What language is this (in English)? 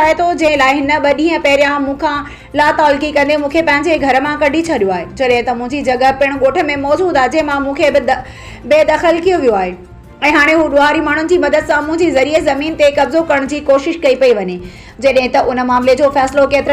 Sindhi